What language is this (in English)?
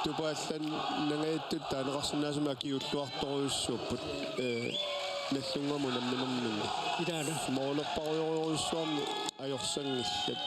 Kalaallisut